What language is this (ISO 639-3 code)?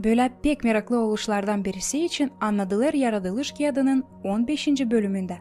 gag